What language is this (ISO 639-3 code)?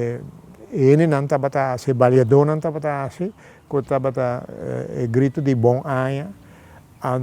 pap